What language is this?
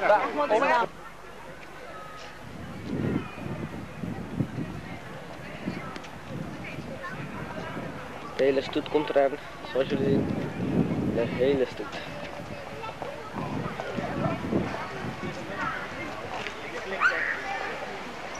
Dutch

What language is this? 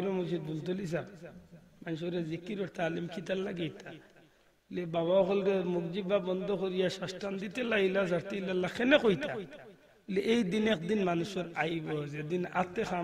Sylheti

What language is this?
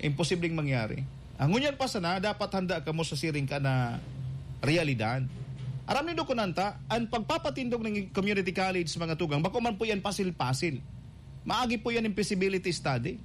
Bikol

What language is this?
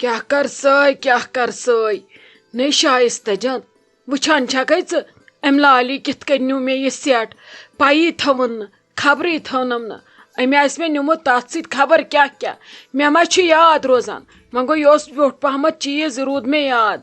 Kashmiri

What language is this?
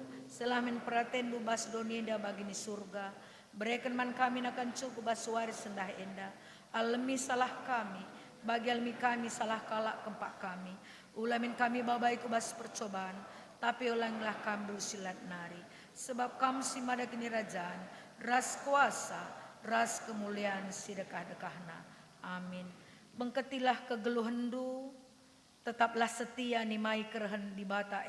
Batak Karo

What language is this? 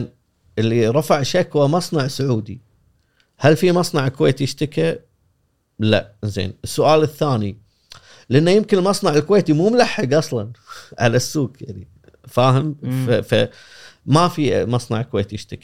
Gulf Arabic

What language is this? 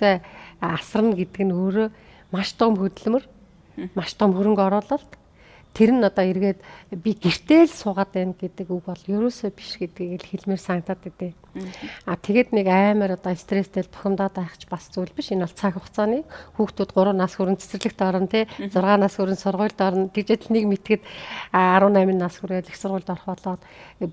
Mongolian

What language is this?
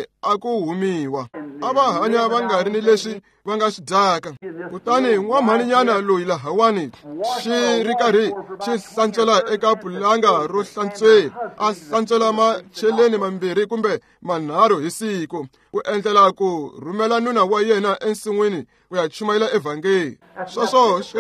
Tsonga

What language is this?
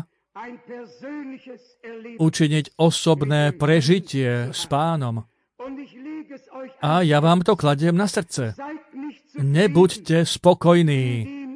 Slovak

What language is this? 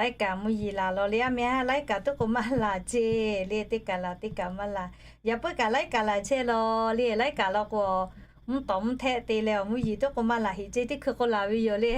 Lahu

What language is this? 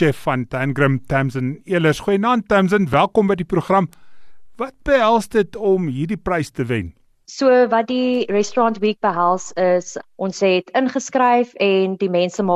Afrikaans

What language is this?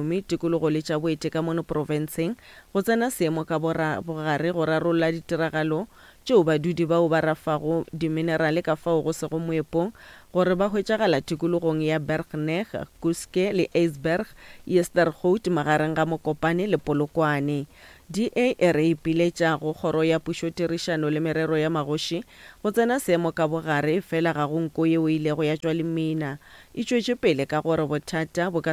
Northern Sotho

